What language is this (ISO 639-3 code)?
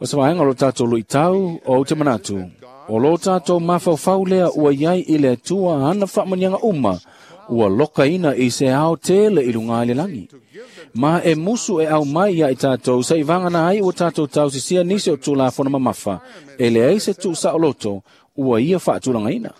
smo